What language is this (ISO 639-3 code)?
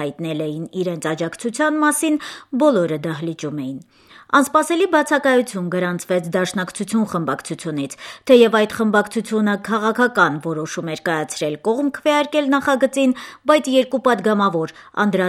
hye